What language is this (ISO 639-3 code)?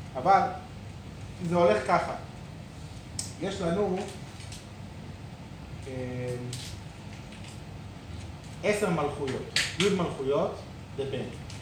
heb